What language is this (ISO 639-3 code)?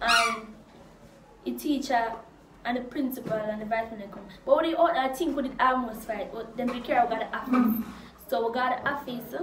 jam